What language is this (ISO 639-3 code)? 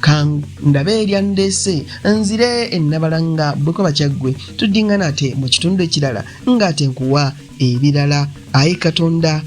lug